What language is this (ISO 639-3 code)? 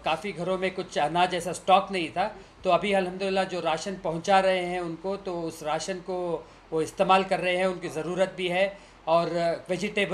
hin